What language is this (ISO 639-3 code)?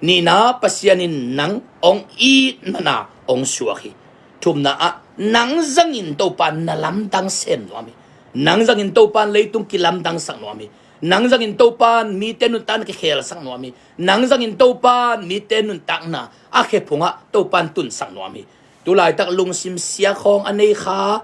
ctd